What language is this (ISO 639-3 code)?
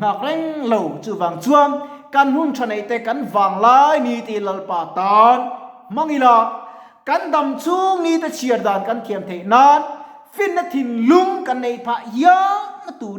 lus